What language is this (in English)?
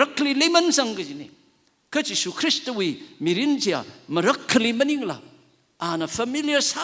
Tangkhul Naga (India)